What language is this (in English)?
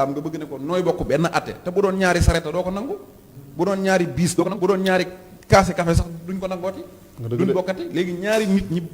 Wolof